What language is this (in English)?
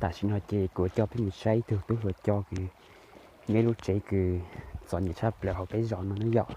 Hmong